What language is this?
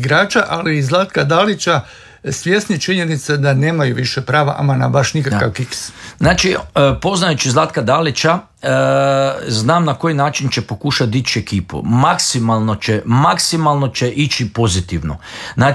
Croatian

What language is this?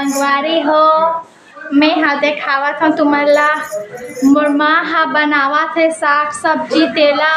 Chhattisgarhi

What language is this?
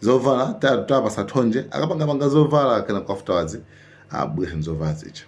Nyanja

